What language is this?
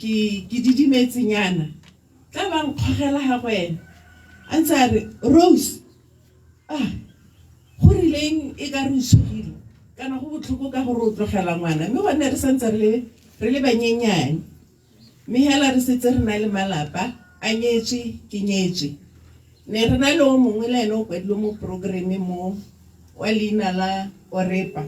Tswana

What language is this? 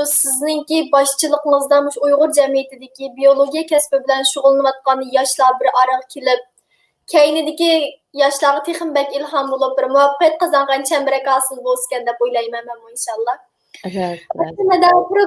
Uyghur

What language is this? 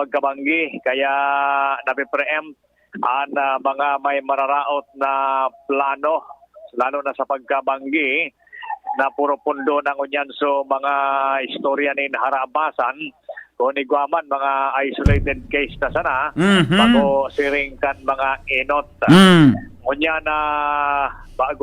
Bikol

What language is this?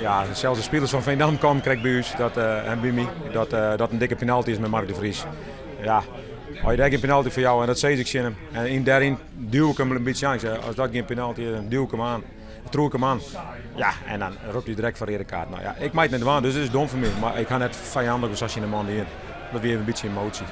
Western Frisian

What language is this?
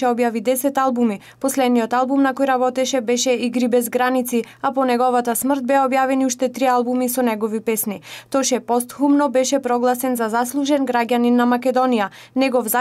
Macedonian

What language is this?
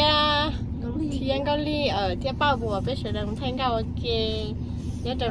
Hmong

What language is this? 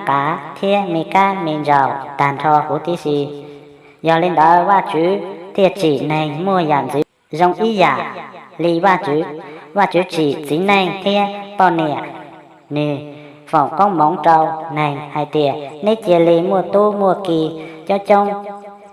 Hmong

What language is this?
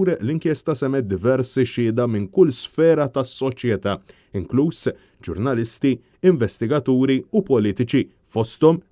Maltese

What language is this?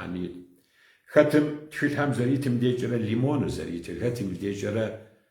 Kabardian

